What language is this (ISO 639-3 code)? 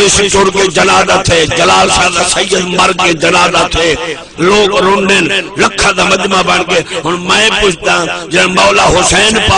skr